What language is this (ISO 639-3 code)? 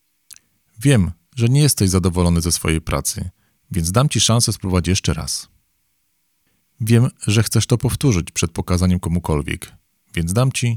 pol